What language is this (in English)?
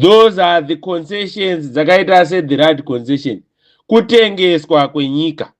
Shona